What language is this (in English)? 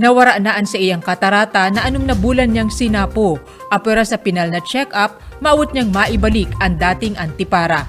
Bikol